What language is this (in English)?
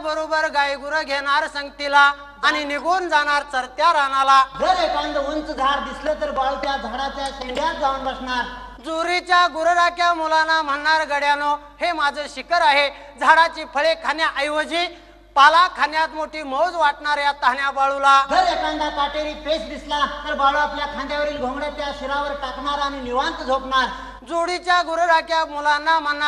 Marathi